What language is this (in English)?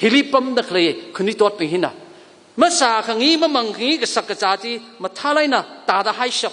Tangkhul Naga (India)